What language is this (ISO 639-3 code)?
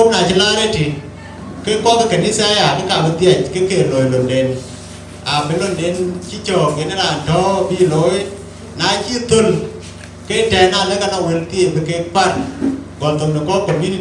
din